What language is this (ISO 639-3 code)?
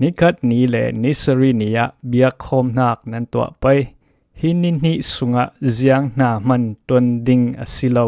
cfm